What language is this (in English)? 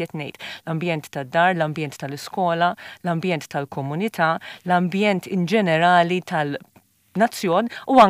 Maltese